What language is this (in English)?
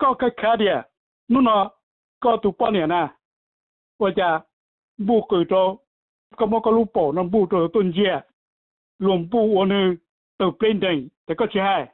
Hmong